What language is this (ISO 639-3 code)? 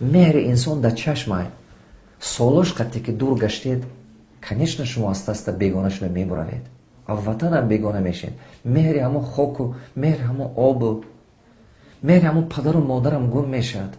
tgk